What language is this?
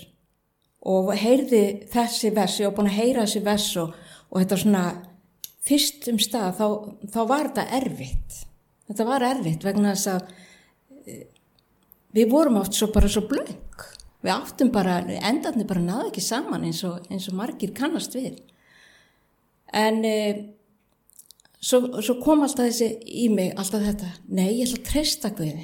Icelandic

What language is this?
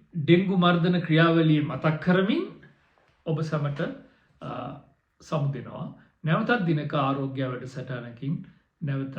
Sinhala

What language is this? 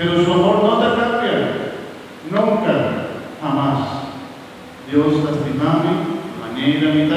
Papiamento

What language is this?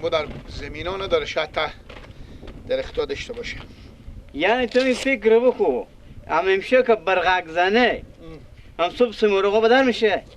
Persian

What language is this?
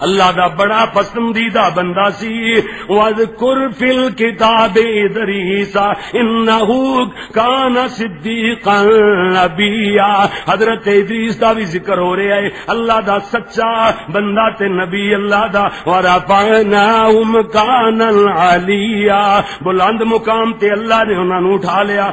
Western Panjabi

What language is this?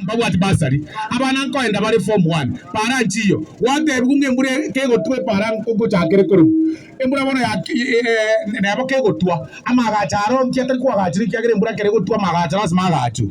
Gusii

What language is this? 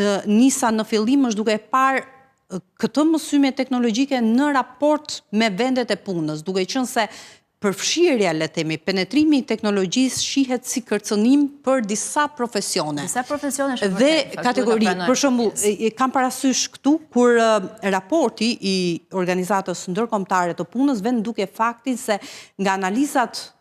Albanian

